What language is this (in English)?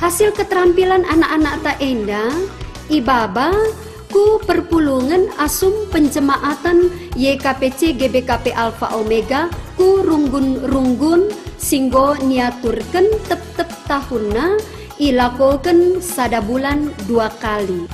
Batak Karo